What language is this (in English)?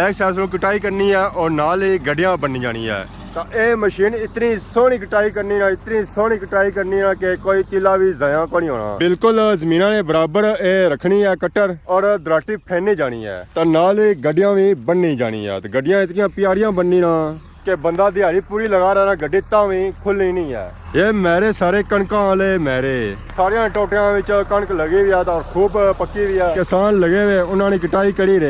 Pahari-Potwari